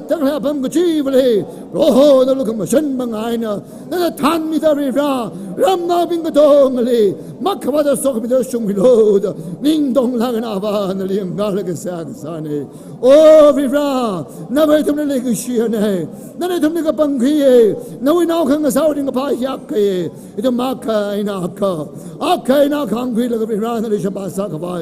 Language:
Tangkhul Naga (India)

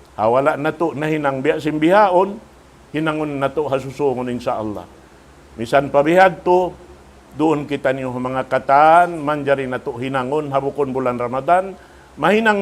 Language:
Tausug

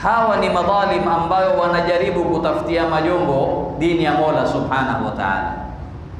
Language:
Swahili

